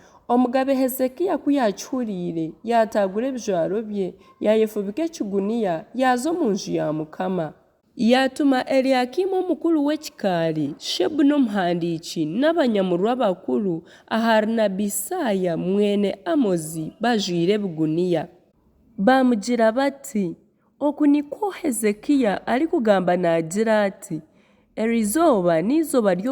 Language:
Nyankole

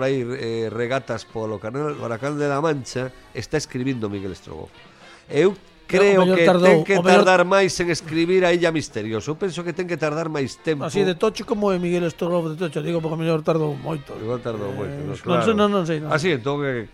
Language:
Galician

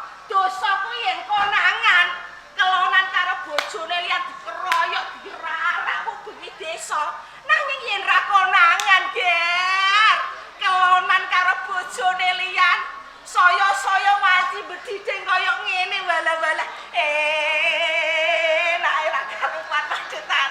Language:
Javanese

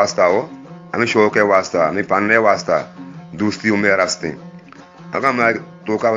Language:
Eastern Balochi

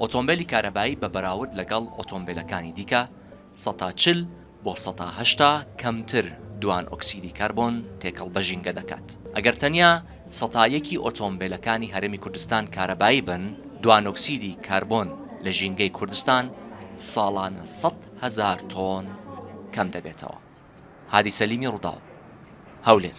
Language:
Central Kurdish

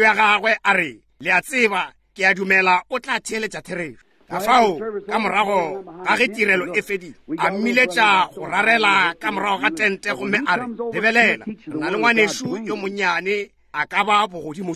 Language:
Northern Sotho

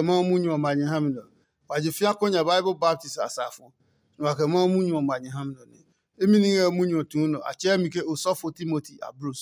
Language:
Adangme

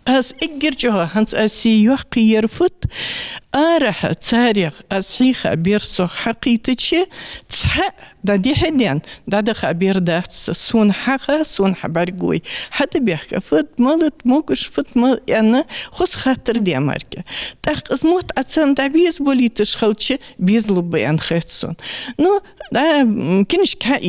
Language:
Ingush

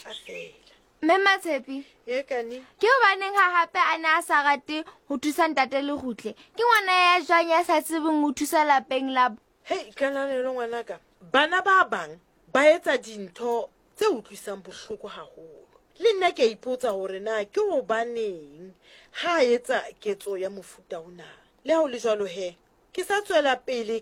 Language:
Southern Sotho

